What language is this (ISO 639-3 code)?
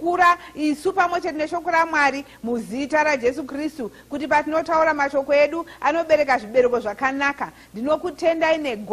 sna